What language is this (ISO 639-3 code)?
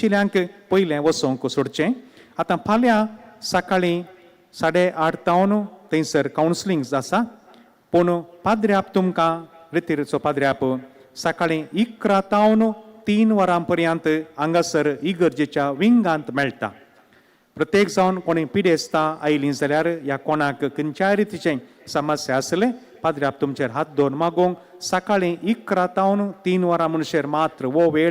kok